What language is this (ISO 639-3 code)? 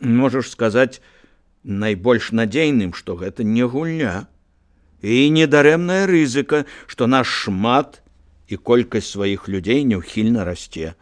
bel